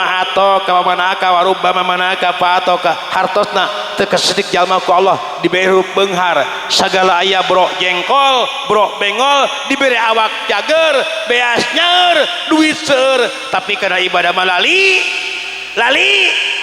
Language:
Sundanese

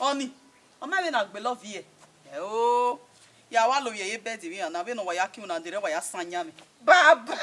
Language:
Bini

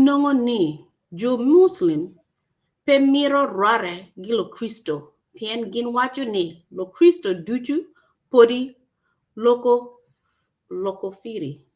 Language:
Acoli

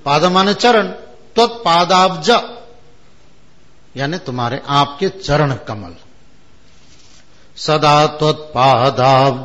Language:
Hindi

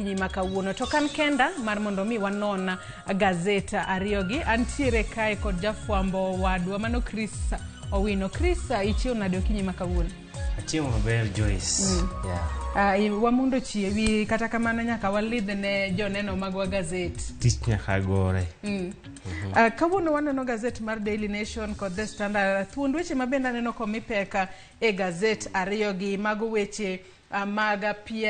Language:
Luo (Kenya and Tanzania)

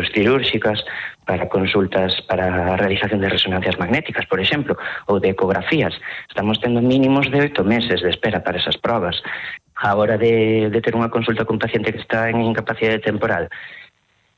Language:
Galician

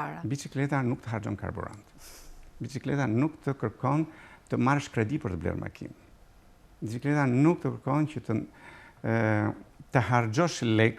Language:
Albanian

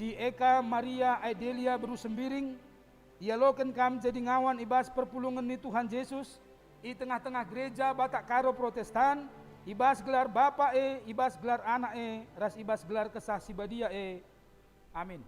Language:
Batak Karo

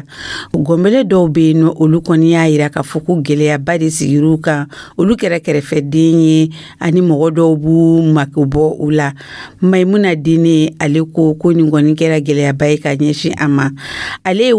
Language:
Dyula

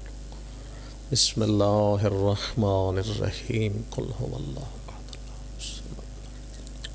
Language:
Pahari-Potwari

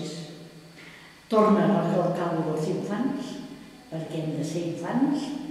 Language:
Catalan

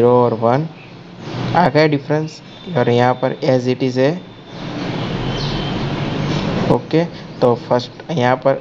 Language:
Hindi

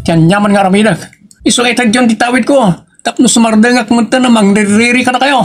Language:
Iloko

